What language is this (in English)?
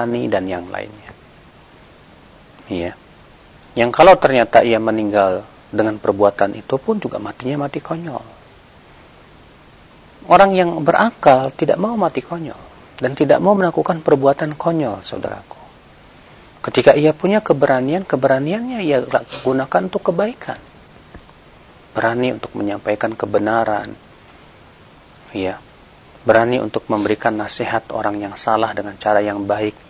Indonesian